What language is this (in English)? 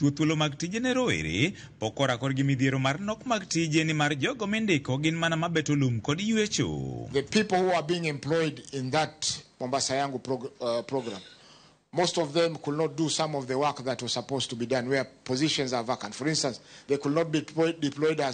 Luo (Kenya and Tanzania)